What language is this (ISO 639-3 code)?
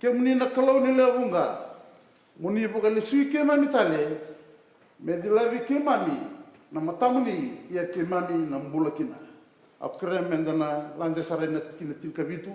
fij